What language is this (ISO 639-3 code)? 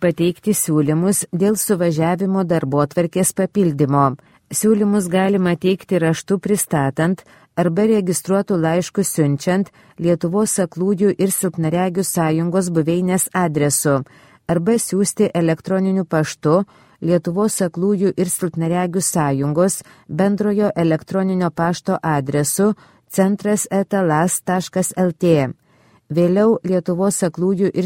lit